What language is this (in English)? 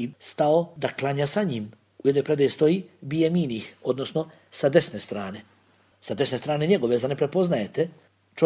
Bosnian